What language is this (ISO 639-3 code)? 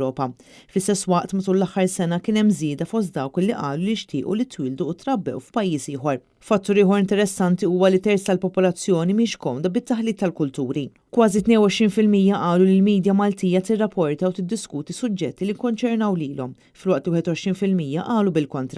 mlt